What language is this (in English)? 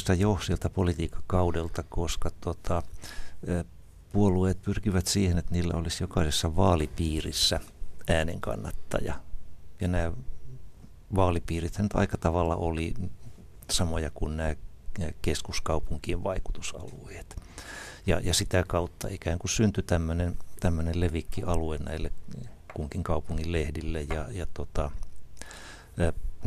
Finnish